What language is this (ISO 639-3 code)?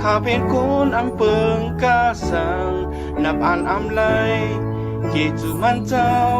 shn